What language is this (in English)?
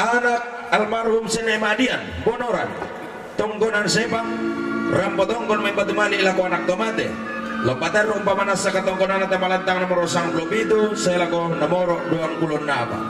Toraja-Sa'dan